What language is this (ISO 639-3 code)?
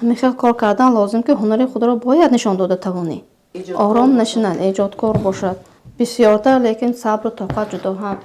tgk